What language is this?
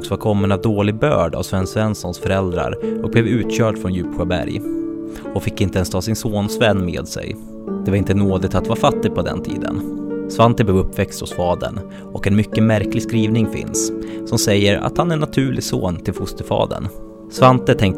Swedish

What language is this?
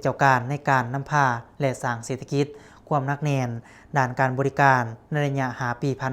Lao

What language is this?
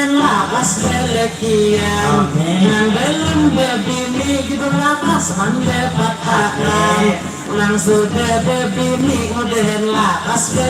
Banjar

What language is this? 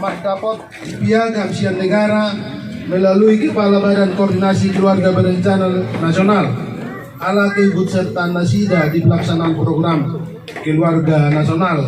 Batak Toba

